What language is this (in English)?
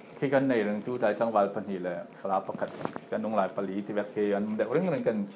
Falam Chin